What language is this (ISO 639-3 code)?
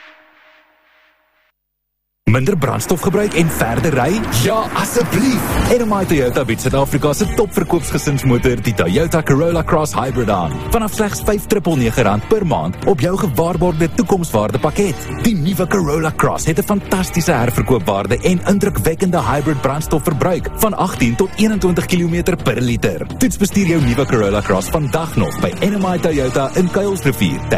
afr